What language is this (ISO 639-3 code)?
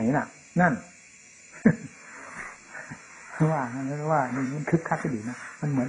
tha